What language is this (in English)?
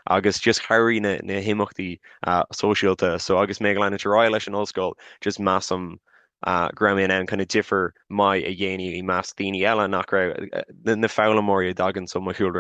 Irish